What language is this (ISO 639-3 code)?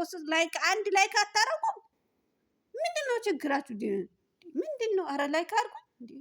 amh